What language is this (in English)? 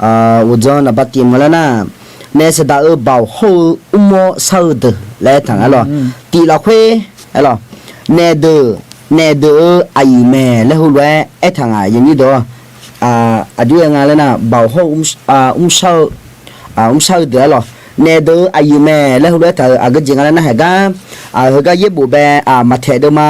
Akha